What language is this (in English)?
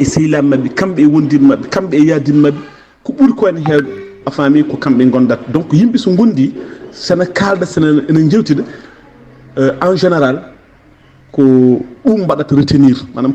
Fula